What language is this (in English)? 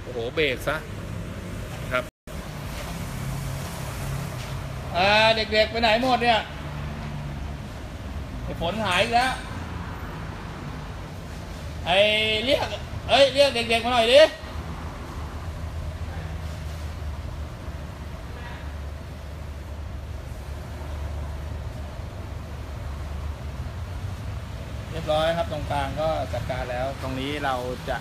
Thai